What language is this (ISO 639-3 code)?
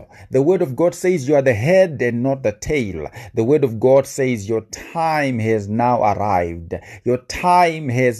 eng